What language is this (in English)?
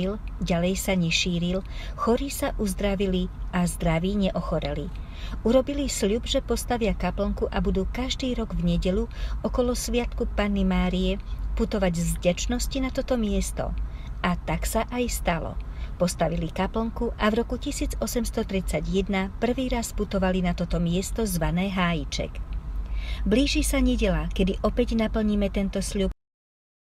Slovak